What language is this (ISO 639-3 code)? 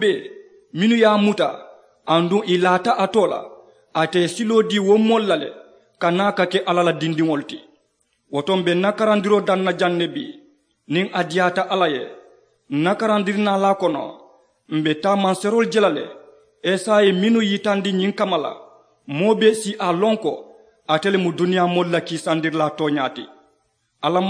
man